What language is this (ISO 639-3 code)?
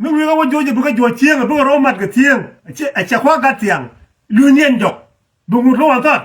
nus